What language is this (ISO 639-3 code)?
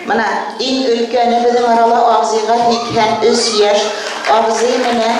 bak